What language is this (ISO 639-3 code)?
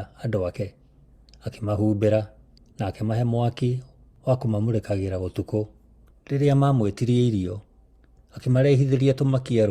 kik